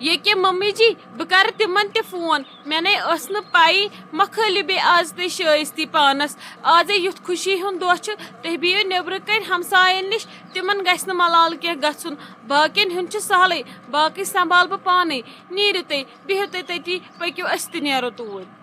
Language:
Kashmiri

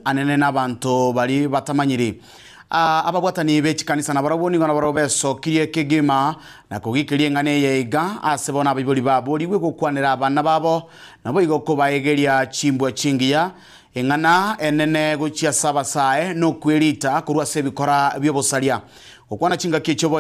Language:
Gusii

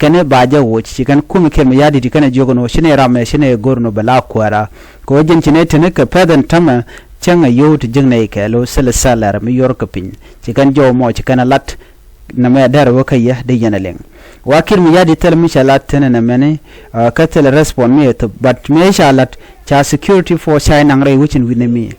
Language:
Nuer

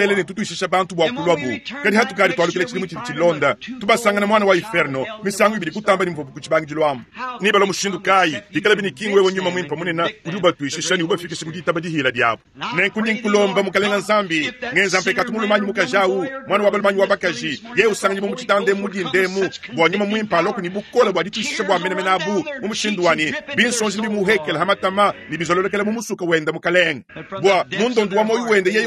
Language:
Luba-Lulua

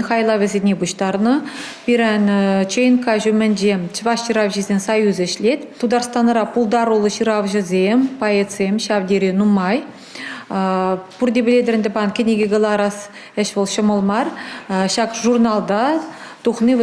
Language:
Chuvash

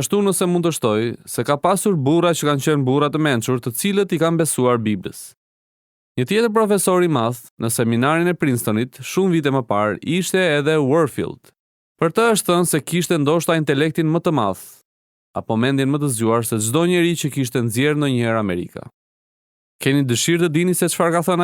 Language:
Albanian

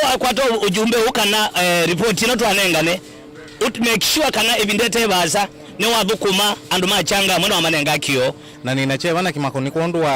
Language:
Kamba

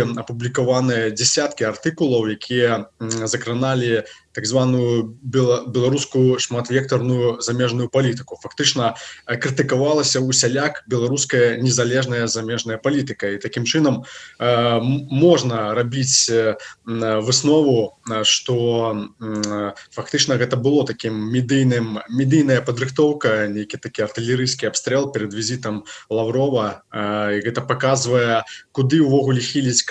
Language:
Belarusian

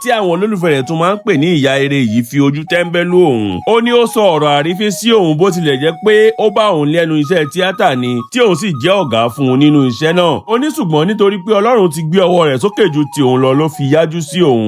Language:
Yoruba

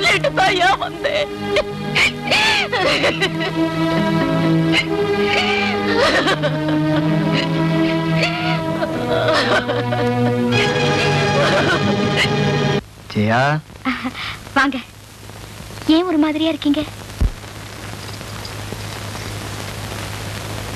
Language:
Tamil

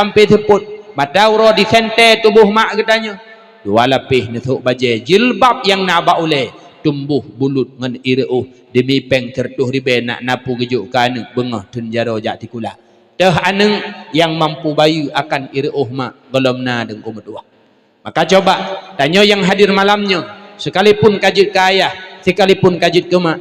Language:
Achinese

